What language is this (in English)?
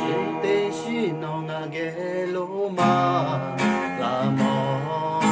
Lahu